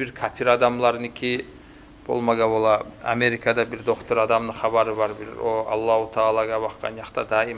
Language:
Kumyk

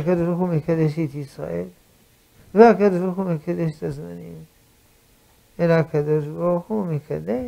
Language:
Hebrew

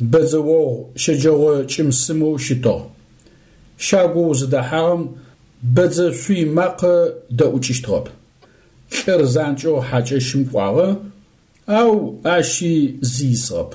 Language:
Adyghe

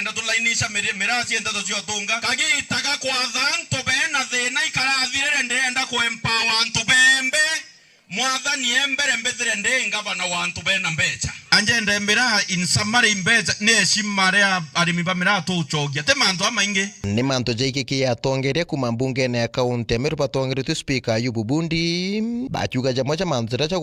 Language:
Meru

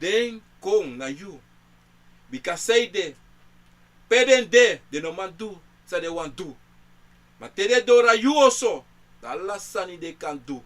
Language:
Sranan Tongo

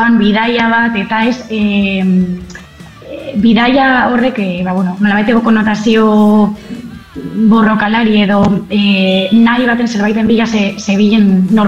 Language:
Basque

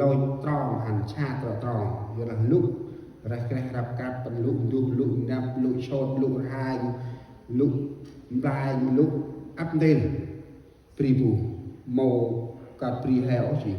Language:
Central Mnong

